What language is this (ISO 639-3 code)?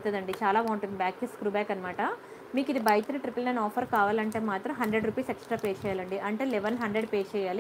tel